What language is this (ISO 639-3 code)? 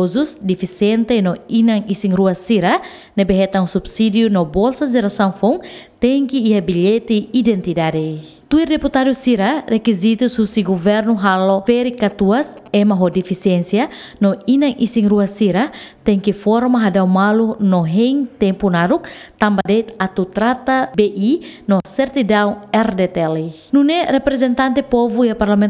tet